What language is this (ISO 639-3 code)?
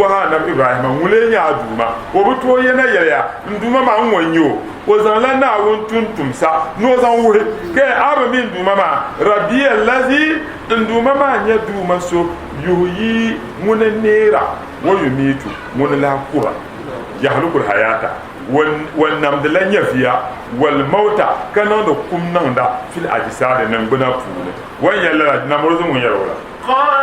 dag